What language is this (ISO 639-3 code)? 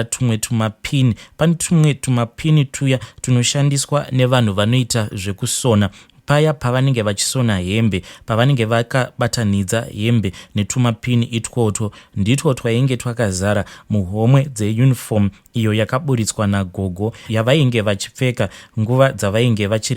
sna